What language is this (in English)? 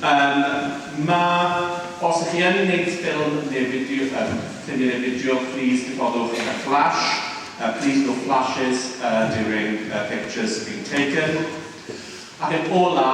Welsh